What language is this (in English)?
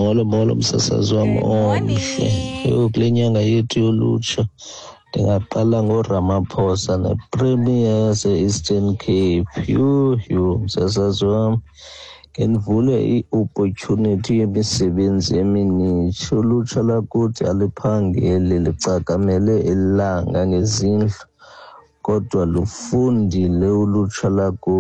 Xhosa